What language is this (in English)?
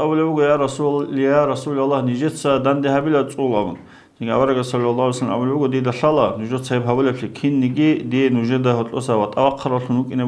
Avaric